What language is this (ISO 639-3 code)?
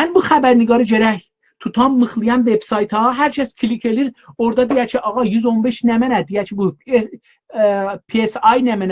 azb